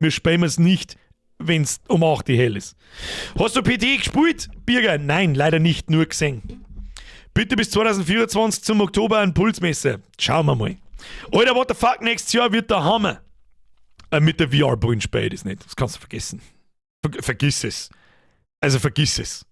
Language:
Bavarian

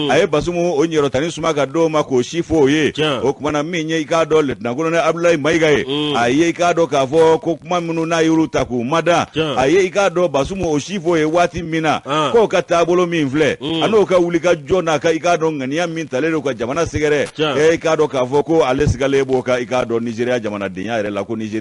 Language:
Bambara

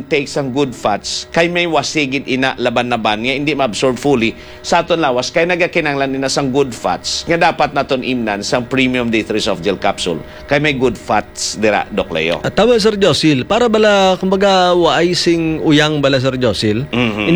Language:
Hiligaynon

